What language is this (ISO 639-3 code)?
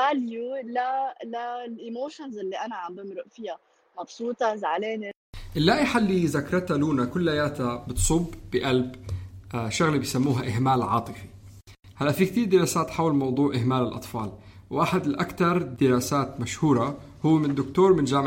apc